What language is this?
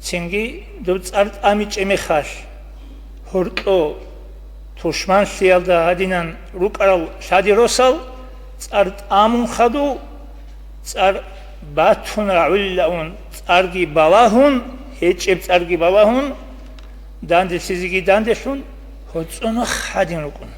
Avaric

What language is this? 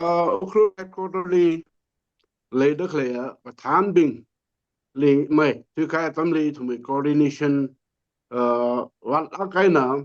Tangkhul Naga (India)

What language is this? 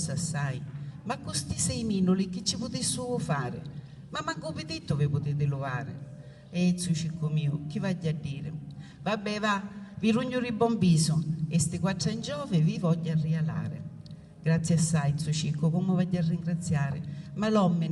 Sicilian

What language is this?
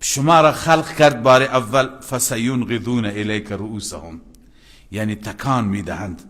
Persian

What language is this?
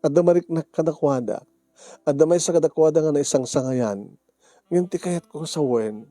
Iloko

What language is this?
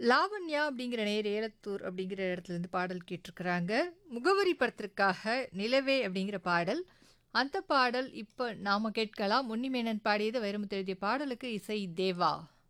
Tamil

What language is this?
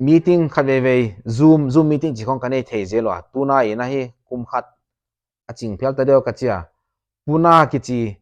Paite Chin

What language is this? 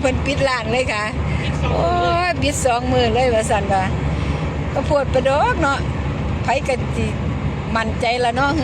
Northeastern Thai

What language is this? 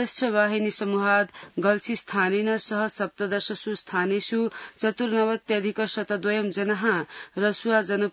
Sanskrit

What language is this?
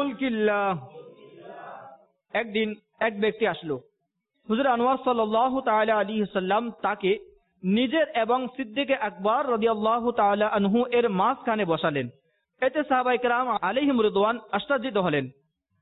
Bangla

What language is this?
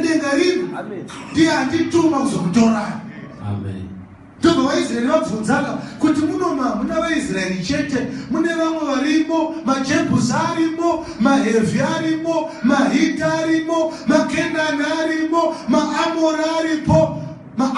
Shona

